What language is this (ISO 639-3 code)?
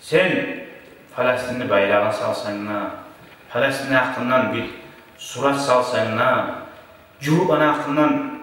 kum